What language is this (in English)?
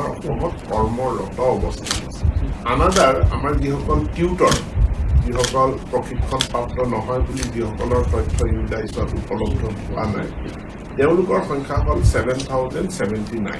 Assamese